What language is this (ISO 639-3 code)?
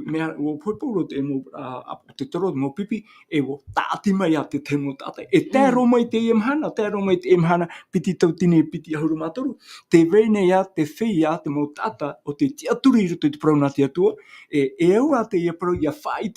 tah